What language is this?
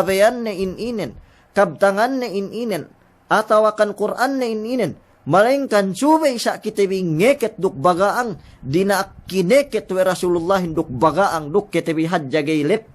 Yakan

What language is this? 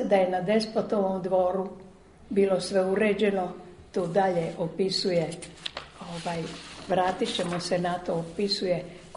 Serbian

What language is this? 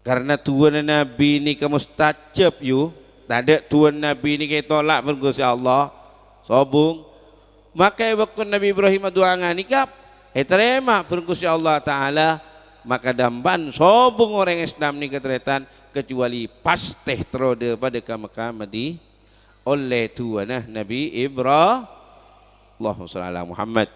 Madurese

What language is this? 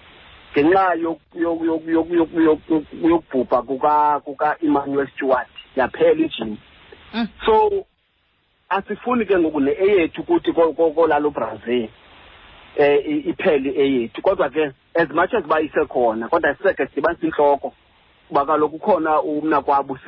Xhosa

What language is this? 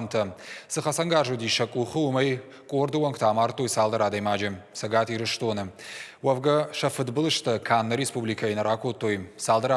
Ossetic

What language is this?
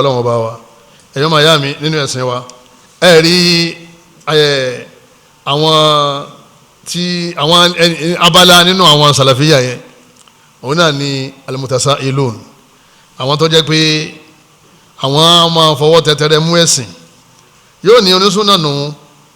Yoruba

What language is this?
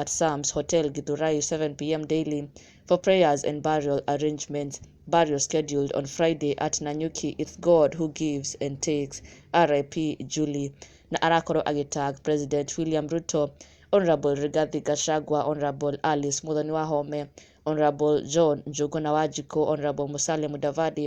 Kikuyu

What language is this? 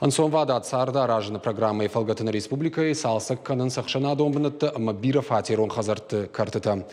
Ossetic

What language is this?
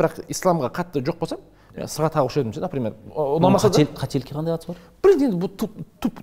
Kazakh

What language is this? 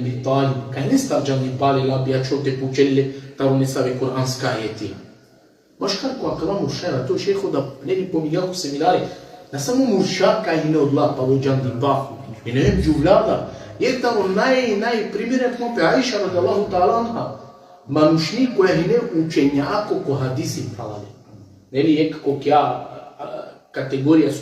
Balkan Romani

